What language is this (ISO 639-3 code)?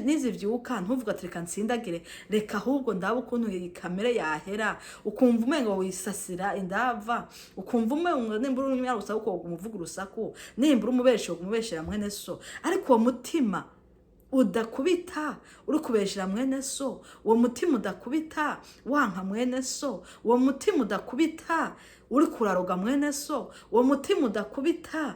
run